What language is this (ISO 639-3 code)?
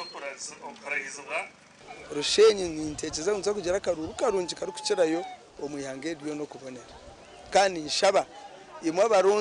nyn